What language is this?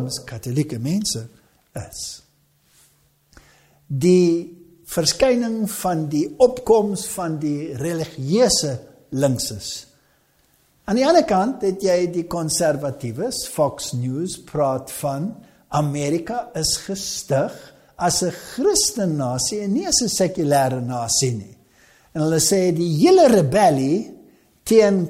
Afrikaans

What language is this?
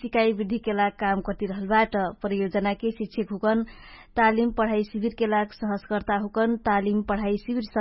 Dangaura Tharu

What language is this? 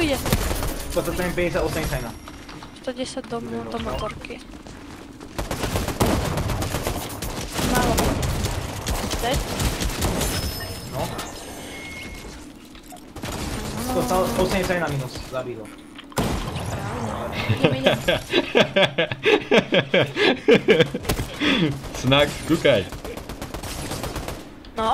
Slovak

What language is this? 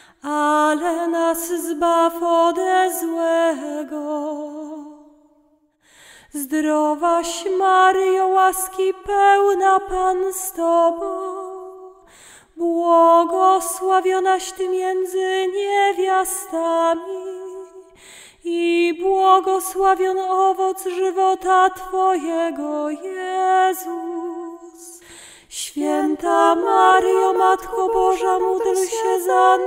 Polish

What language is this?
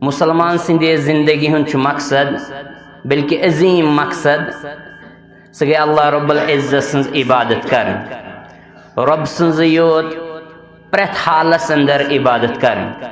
Kashmiri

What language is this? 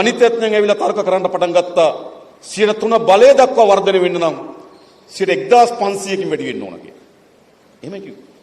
Sinhala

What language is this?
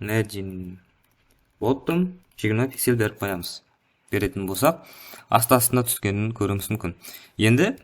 Kara-Kalpak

